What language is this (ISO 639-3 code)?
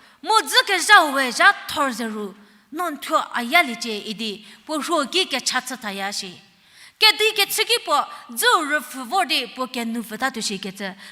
njm